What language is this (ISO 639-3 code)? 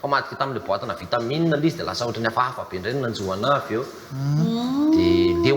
mlg